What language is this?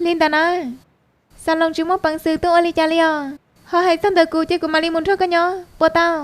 Hmong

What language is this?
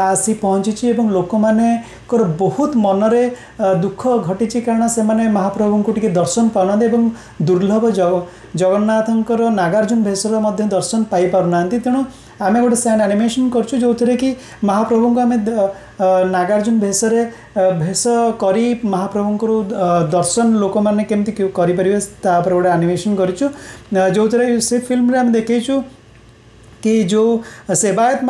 Odia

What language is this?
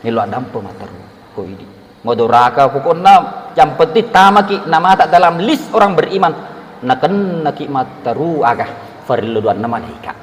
Buginese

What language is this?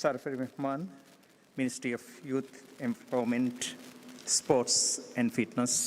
Divehi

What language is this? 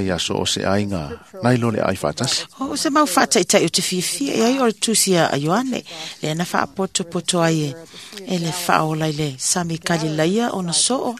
Samoan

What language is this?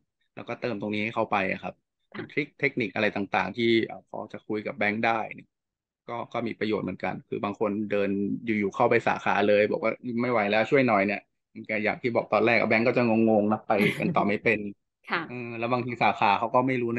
Thai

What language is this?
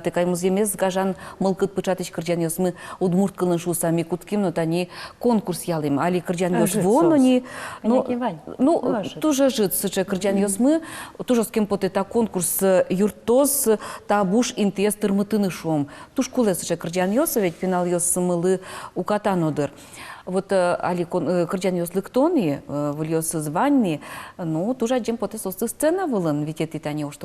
Udmurt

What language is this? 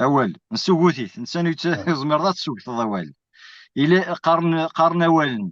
Kabyle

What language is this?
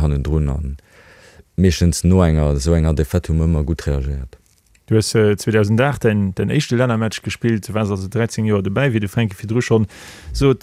Luxembourgish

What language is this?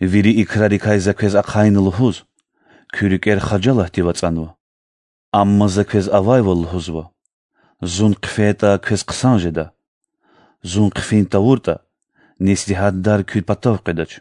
Lezghian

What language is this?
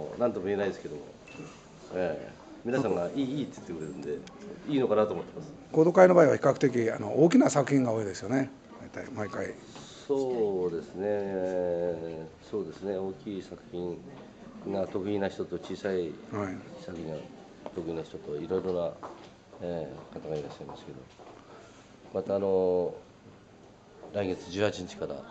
Japanese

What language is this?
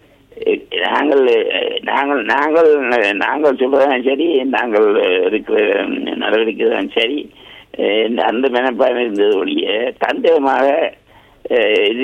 Tamil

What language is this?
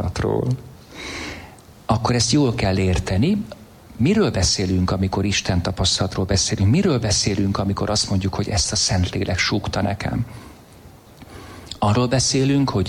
Hungarian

